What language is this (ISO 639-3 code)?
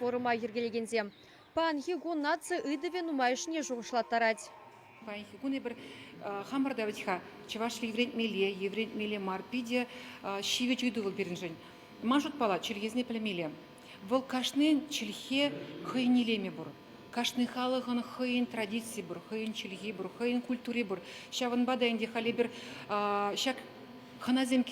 chv